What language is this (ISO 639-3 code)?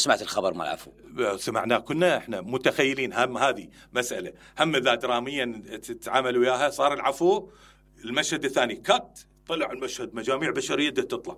acm